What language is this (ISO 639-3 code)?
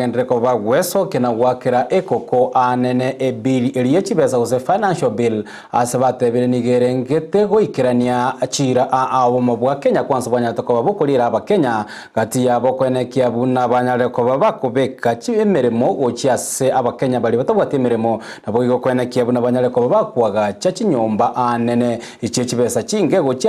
guz